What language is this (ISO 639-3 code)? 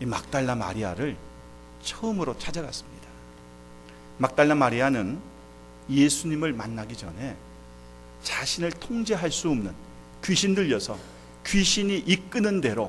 kor